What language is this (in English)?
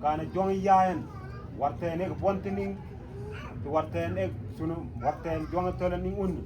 Mabaan